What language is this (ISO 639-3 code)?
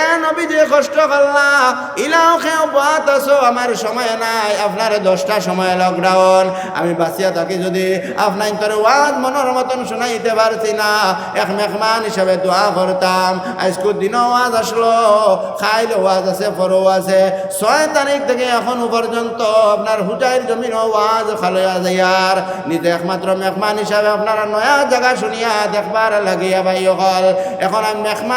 syl